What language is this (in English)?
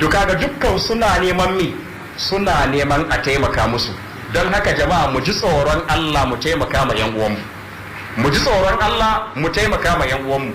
Hausa